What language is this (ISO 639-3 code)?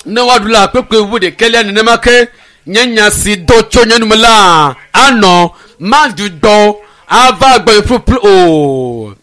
ewe